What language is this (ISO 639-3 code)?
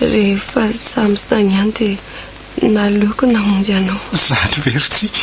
mlg